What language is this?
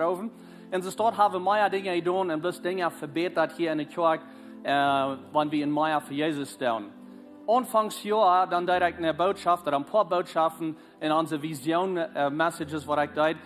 Plautdietsch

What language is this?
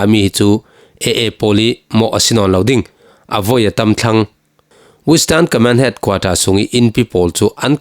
Falam Chin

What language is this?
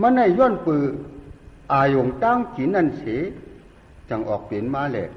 Shan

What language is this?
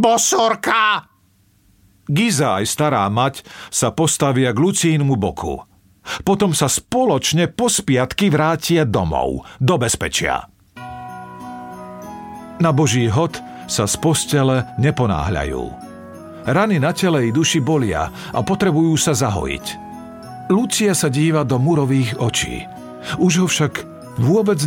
Slovak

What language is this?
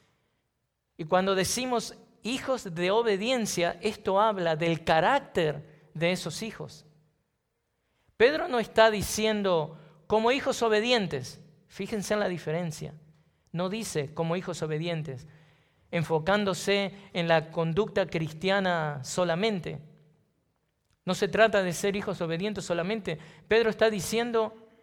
Spanish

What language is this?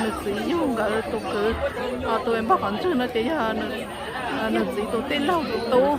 Hmong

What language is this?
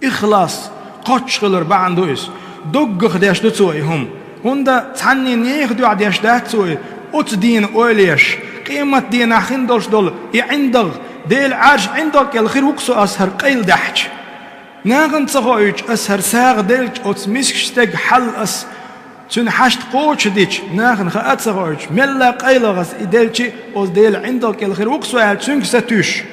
Chechen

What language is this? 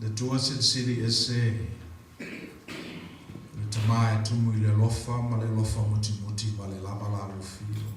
Samoan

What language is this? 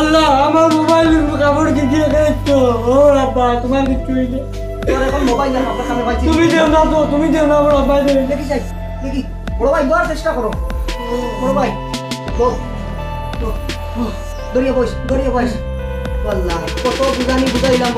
Sylheti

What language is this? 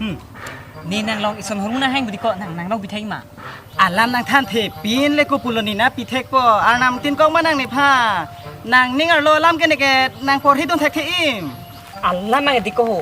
Karbi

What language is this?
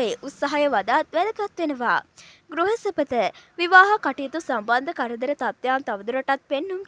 Sinhala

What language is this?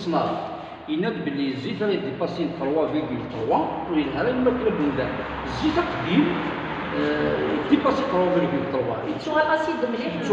Kabyle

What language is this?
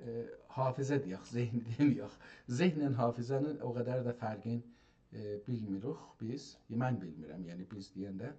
South Azerbaijani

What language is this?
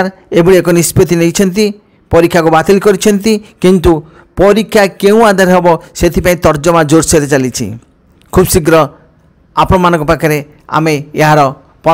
Odia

